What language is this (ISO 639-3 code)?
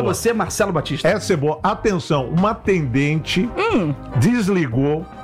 por